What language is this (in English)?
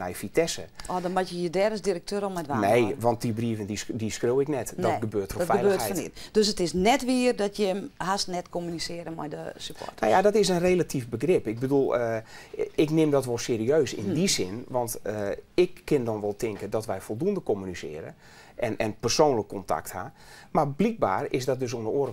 Western Frisian